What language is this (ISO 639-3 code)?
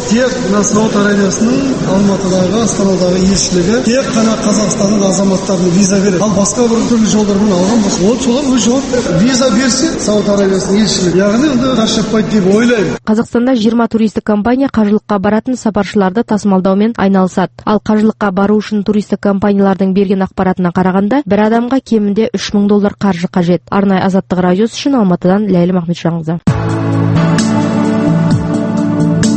kaz